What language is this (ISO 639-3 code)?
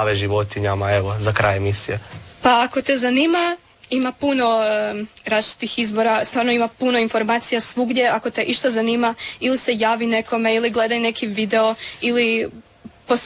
hrv